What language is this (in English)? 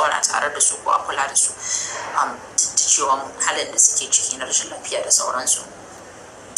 Hausa